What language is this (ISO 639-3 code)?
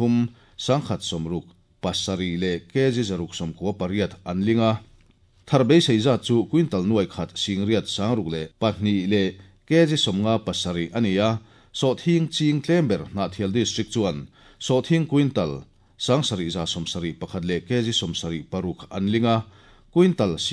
lus